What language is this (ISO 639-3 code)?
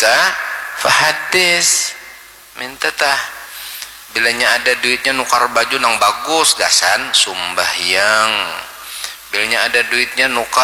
bjn